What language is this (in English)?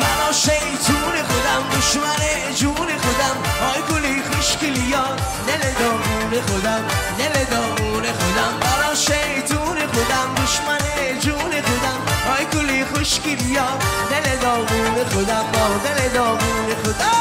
Tajik